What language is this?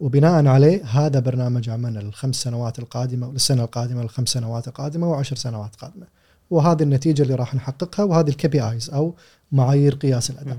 Gulf Arabic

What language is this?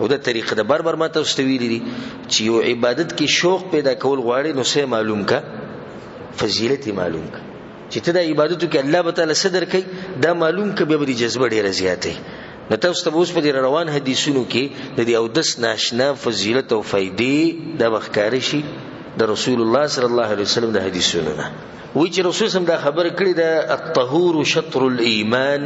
Pashto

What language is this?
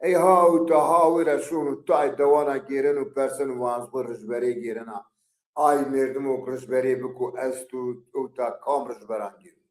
Zaza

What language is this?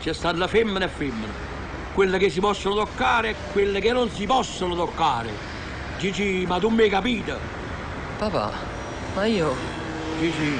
Neapolitan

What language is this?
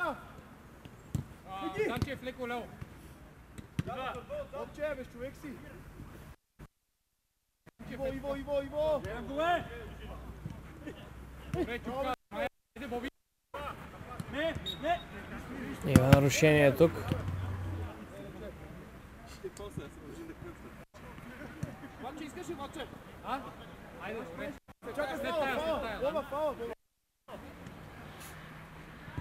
Bulgarian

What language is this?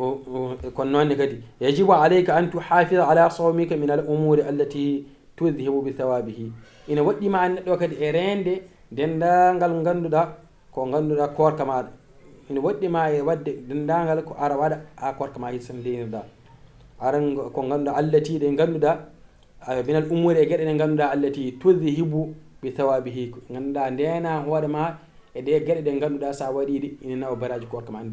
Fula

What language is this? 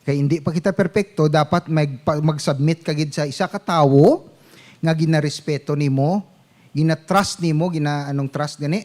Hiligaynon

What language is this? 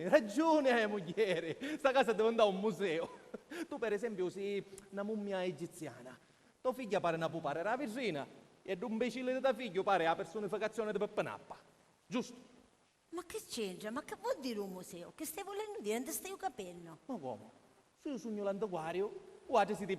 Sicilian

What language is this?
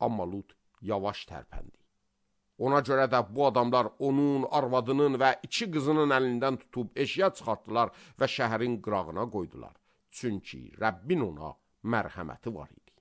Azerbaijani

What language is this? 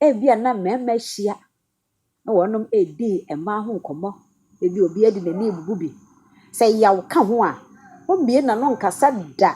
Akan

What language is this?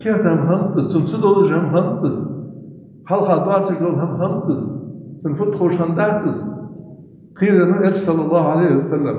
Ingush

